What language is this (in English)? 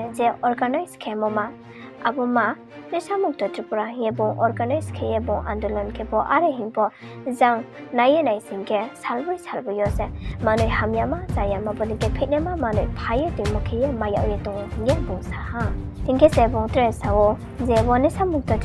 Riang (India)